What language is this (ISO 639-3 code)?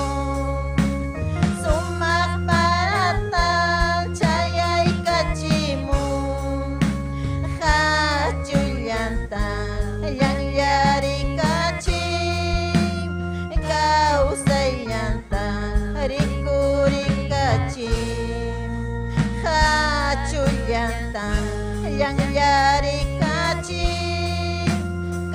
quy